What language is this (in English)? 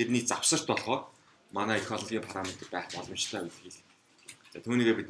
Mongolian